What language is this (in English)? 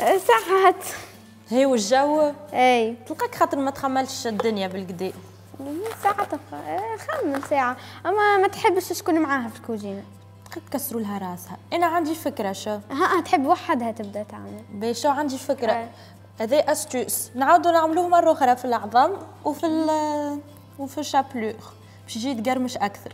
Tunisian Arabic